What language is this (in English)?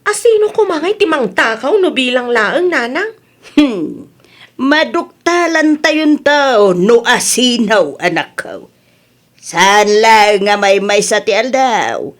Iloko